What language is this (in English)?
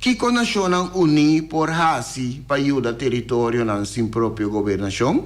Papiamento